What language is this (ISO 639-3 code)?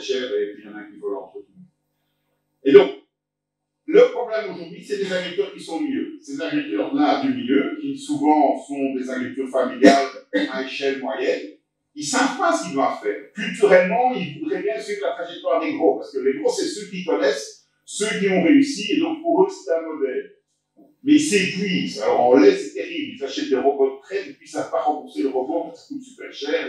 fra